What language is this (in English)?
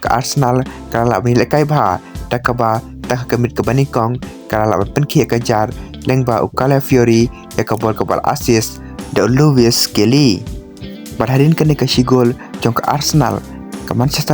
Khasi